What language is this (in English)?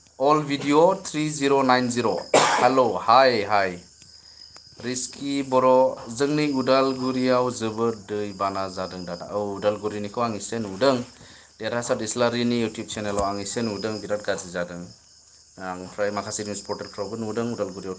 Bodo